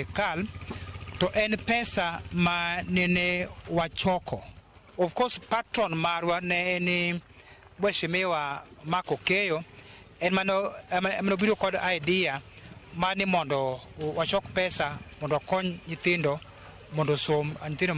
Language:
Luo (Kenya and Tanzania)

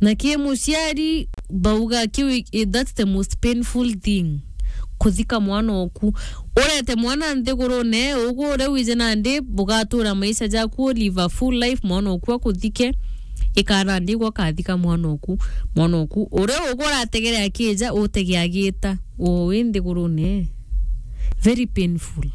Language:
Meru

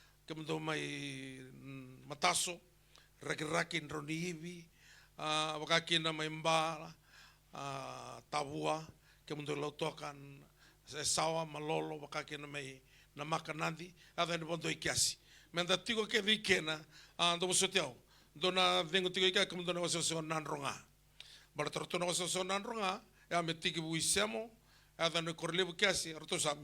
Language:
Fijian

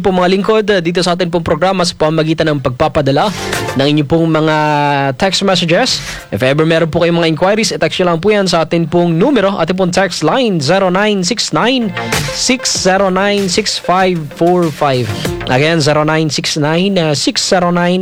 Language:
Filipino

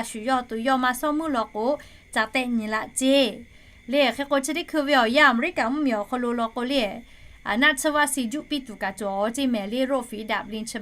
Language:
Lahu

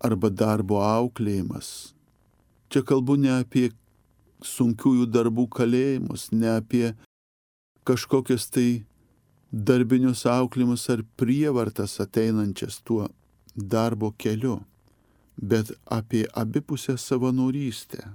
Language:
Lithuanian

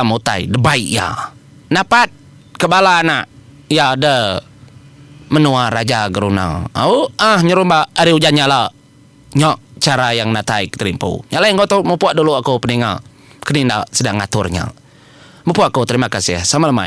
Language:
Iban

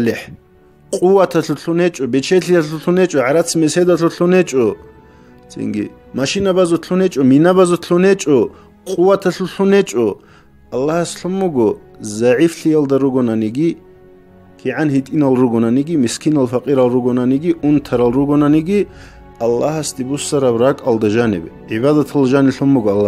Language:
Avaric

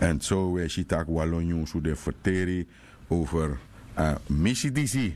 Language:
Sranan Tongo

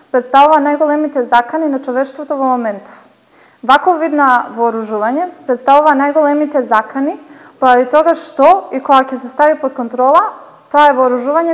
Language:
Macedonian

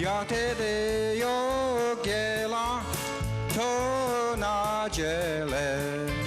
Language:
Mohawk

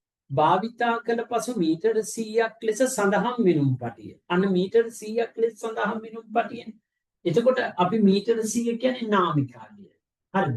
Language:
Sinhala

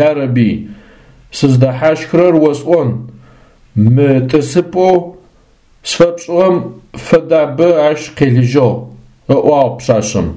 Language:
Adyghe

